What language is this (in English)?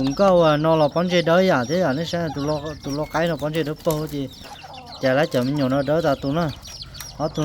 Hmong